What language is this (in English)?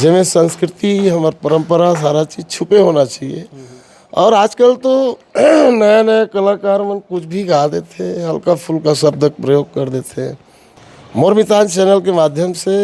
Chhattisgarhi